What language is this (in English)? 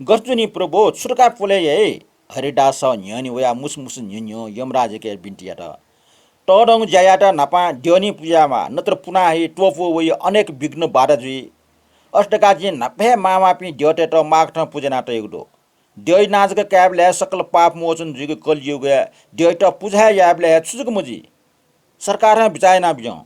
Newari